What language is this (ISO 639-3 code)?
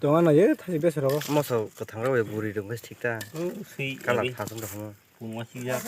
trp